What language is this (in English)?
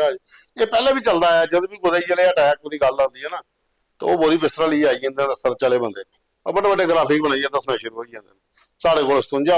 Dogri